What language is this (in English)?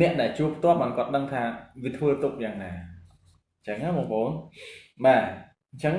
Khmer